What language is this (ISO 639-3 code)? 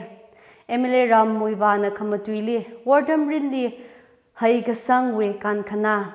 nmf